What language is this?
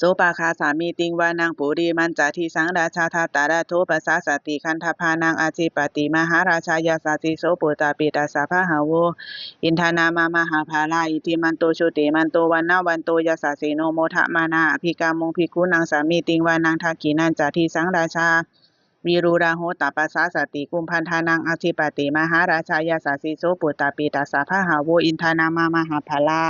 Pali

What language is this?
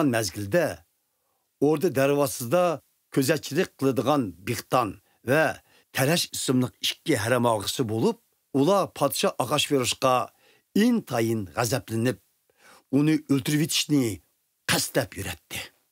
Uyghur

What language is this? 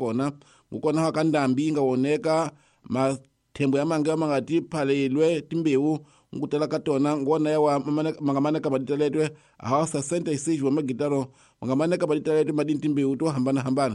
Tsonga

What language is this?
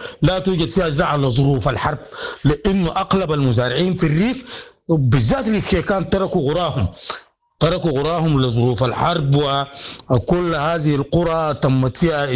Sudanese Arabic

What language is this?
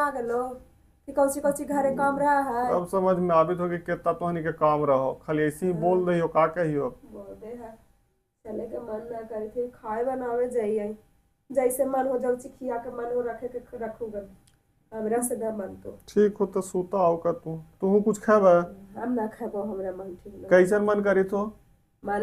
Magahi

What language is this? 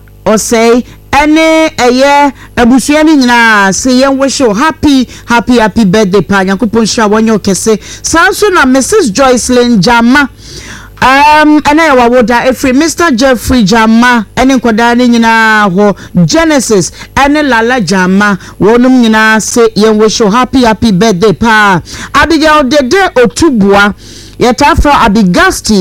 Akan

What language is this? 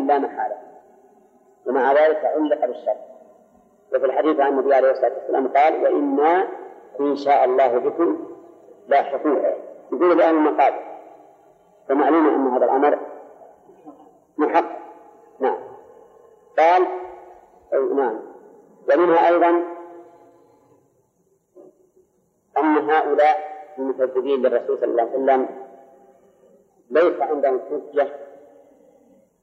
Arabic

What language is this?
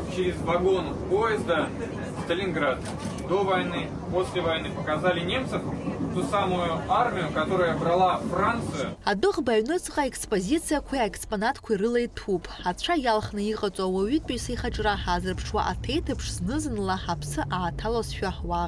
Abkhazian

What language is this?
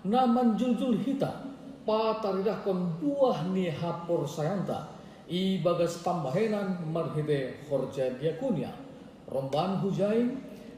Batak Simalungun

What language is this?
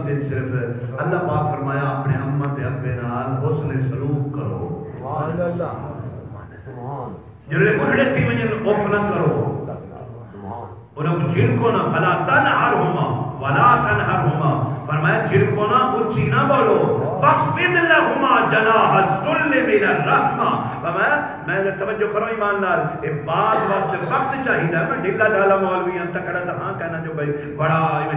Saraiki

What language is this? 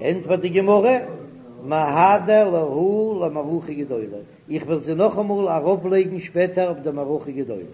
Yiddish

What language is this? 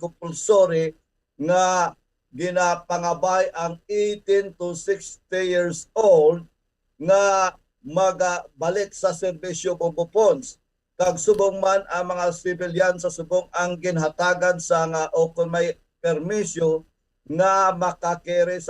Hiligaynon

